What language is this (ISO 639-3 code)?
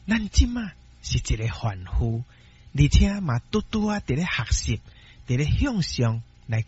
nan